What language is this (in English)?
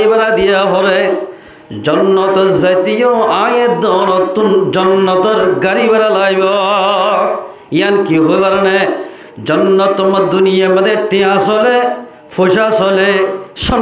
Rohingya